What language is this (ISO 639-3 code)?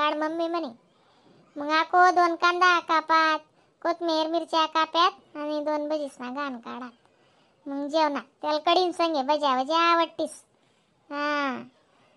khn